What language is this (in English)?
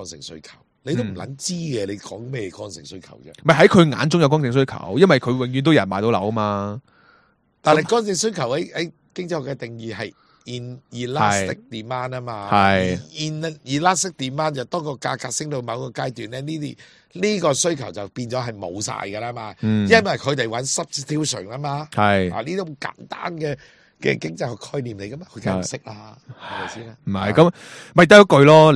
Cantonese